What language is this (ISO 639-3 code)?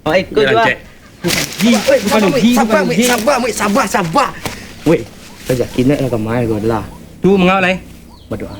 min